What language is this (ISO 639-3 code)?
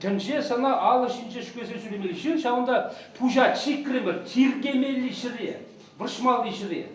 chv